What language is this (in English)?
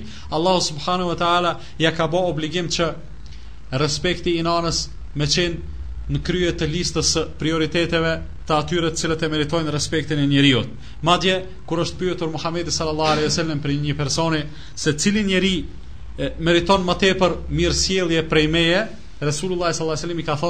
Albanian